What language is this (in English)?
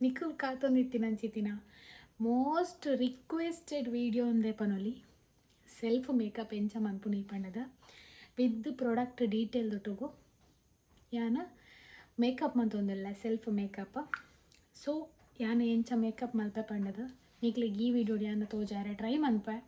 Tulu